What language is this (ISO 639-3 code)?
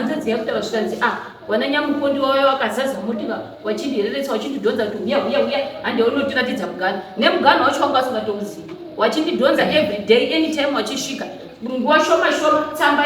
sna